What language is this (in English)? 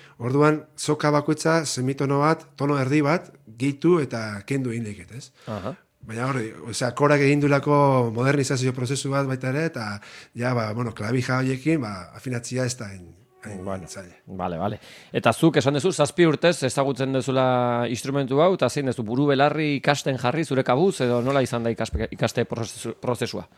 Basque